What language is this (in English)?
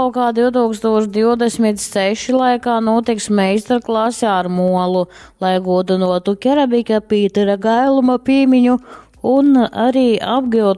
Latgalian